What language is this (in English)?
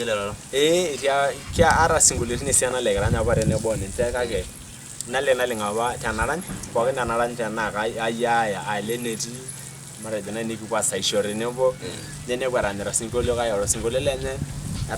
Masai